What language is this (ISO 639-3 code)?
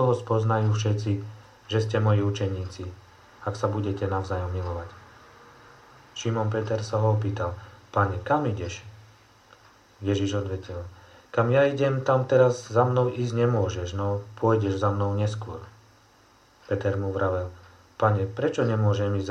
slk